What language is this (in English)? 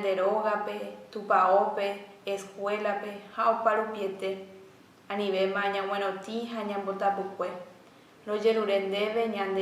Guarani